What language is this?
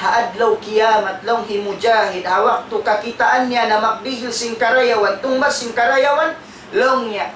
Tausug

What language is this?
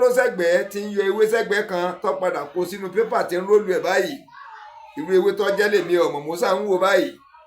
Yoruba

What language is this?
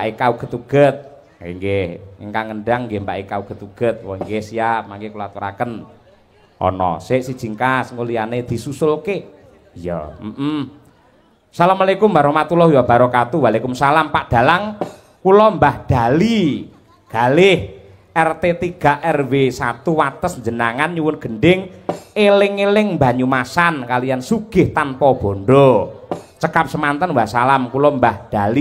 Javanese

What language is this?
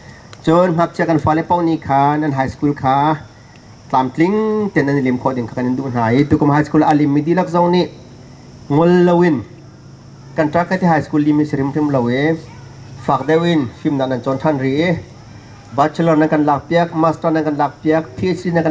Hakha Chin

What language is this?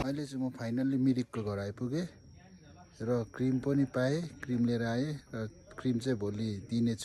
Nepali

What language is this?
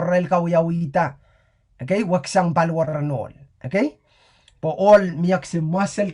Pohnpeian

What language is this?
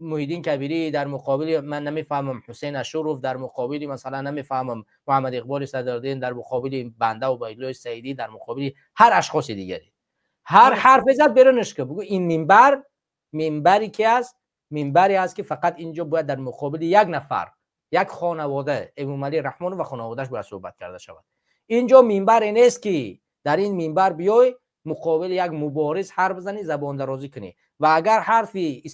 Tajik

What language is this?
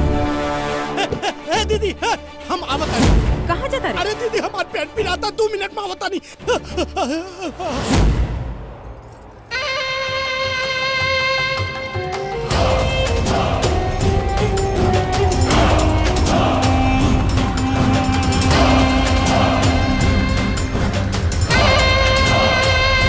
Bhojpuri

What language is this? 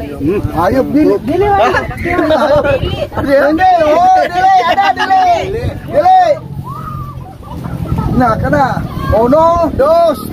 Cebuano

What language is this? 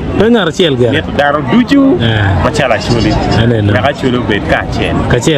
Acoli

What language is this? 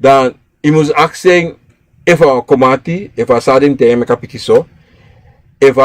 Sranan Tongo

